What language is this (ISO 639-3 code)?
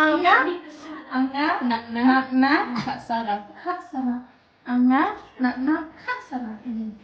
kha